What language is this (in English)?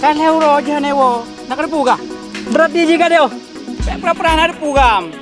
Achinese